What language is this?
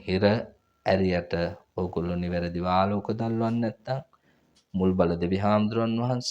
Sinhala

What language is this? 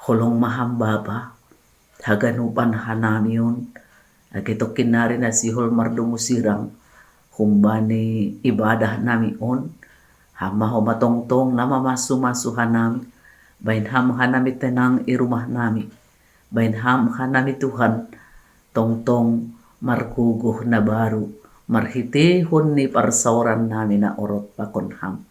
Batak Simalungun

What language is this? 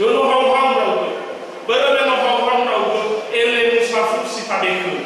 Nias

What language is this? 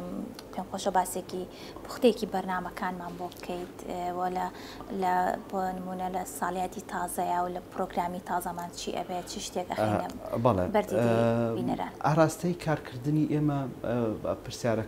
Central Kurdish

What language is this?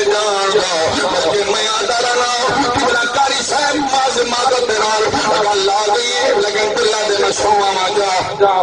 Saraiki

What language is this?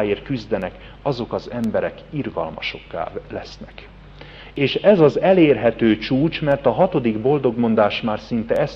Hungarian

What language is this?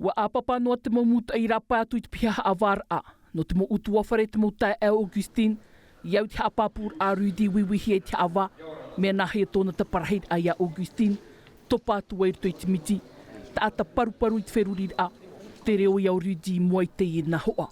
Tahitian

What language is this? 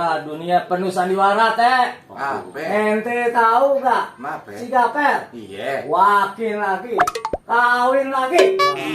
Betawi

